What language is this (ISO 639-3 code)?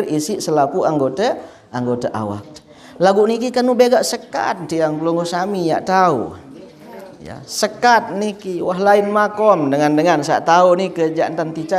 sas